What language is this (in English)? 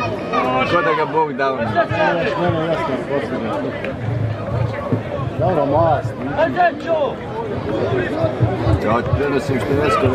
Croatian